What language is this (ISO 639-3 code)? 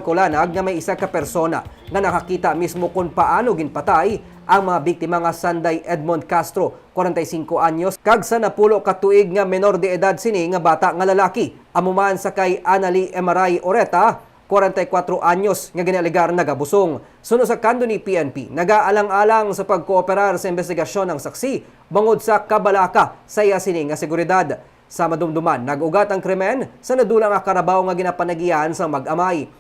hil